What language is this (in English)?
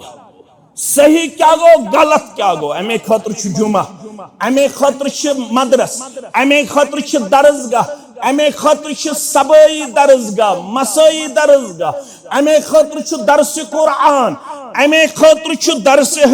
Kashmiri